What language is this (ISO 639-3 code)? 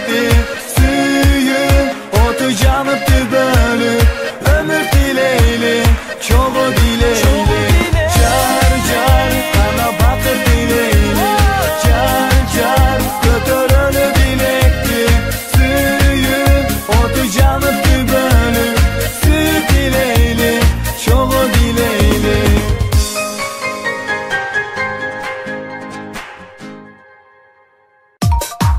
kir